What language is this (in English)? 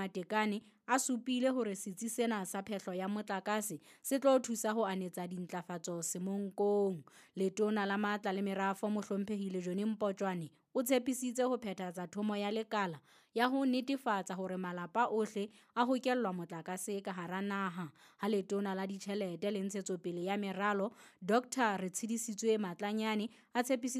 Southern Sotho